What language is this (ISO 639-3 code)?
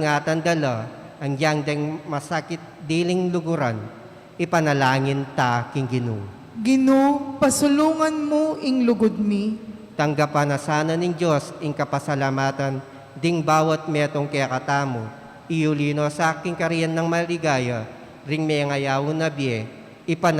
pam